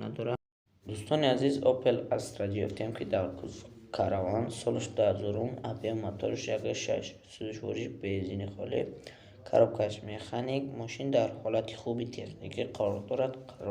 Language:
Tajik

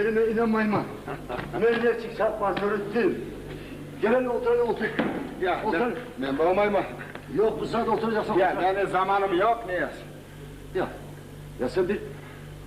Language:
Kumyk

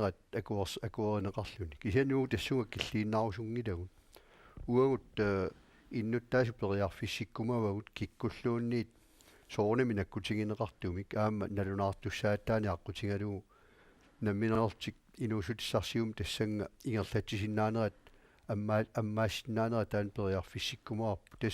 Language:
Kalaallisut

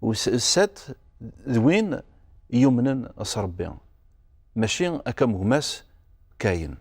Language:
Kabyle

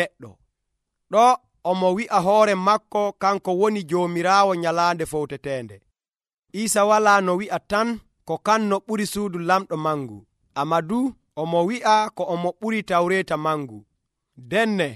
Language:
Nigerian Fulfulde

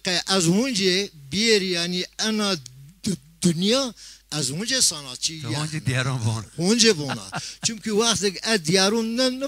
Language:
Zaza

